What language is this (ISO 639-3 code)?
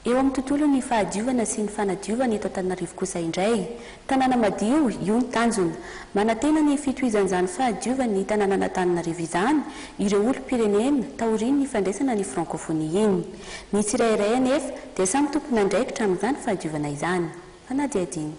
mlg